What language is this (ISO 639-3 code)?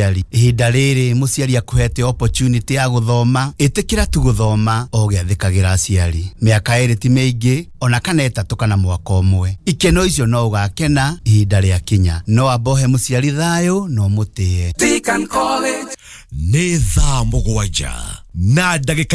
kik